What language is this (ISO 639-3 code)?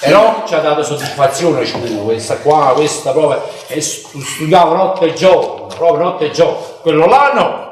nap